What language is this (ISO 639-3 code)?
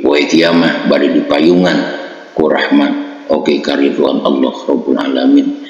sun